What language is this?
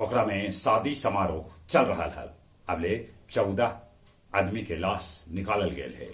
Magahi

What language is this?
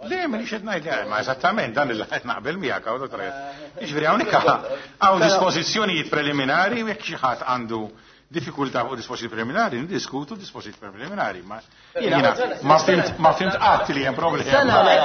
Maltese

